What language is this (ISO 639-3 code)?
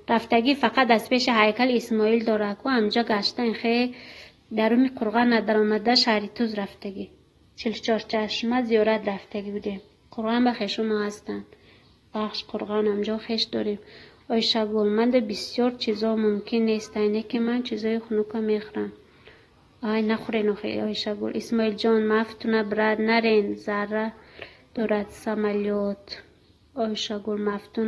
tgk